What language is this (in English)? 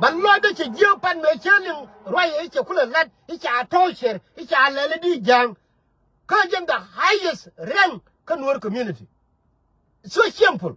Nuer